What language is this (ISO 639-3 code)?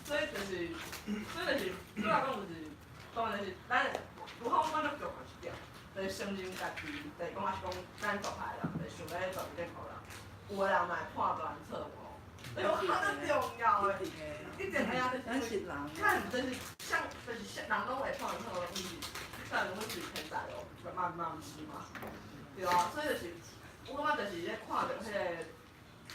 nan